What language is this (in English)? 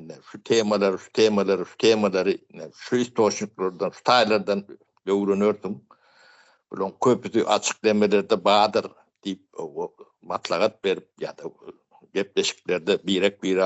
Turkmen